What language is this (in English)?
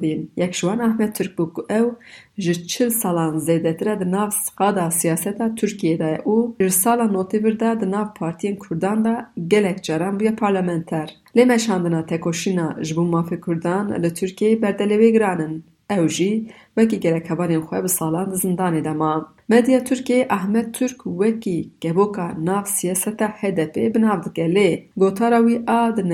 Kurdish